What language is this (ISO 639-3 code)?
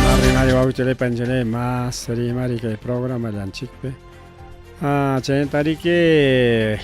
quy